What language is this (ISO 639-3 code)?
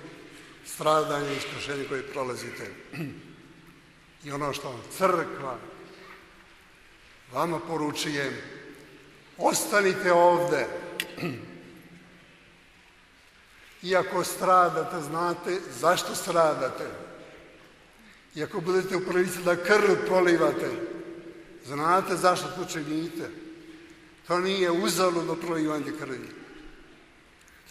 srp